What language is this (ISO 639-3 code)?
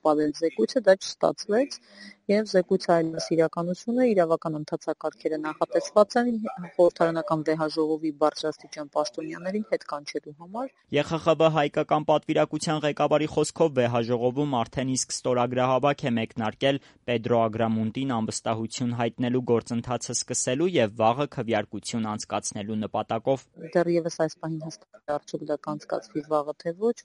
hye